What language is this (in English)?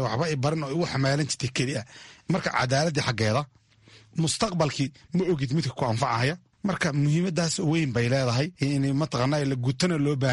Somali